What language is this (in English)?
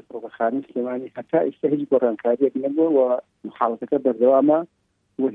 Central Kurdish